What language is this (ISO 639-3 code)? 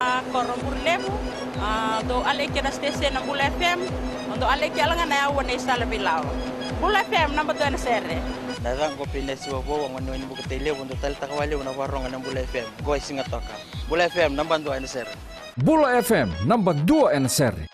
fij